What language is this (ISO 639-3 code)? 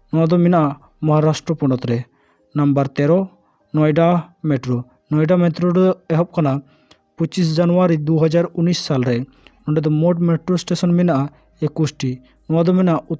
sat